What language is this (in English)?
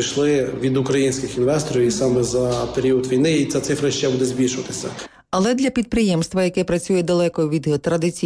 Ukrainian